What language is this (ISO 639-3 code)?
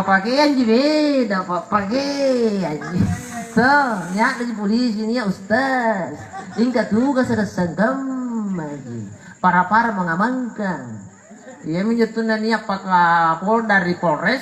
mak